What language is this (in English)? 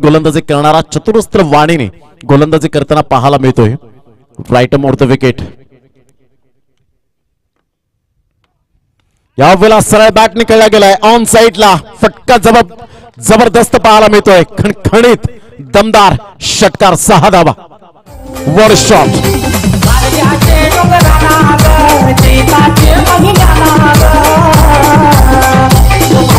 Marathi